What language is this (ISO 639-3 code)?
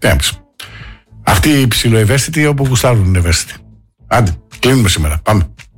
ell